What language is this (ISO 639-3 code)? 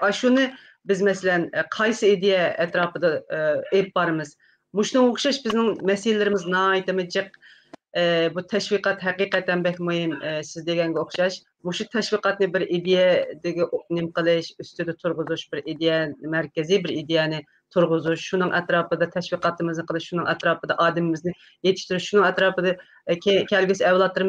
uig